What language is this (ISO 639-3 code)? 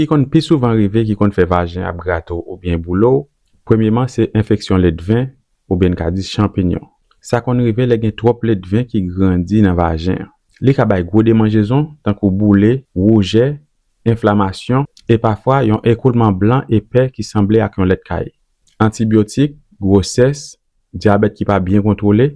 hat